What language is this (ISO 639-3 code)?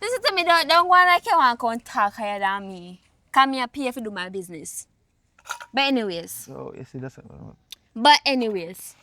jam